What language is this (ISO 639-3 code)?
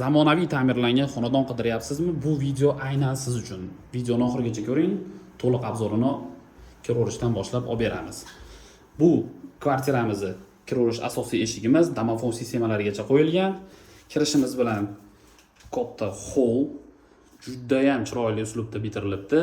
uzb